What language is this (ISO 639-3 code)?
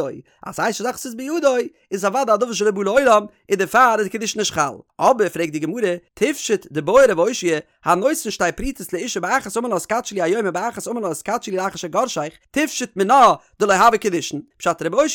yid